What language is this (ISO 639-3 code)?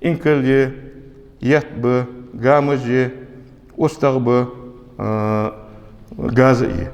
inh